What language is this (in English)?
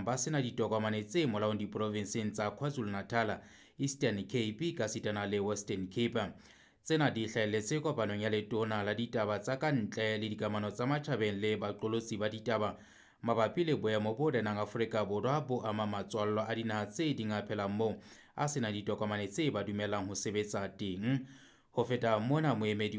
Southern Sotho